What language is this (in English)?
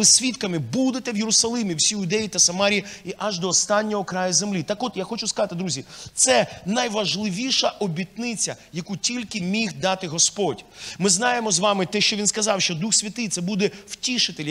Ukrainian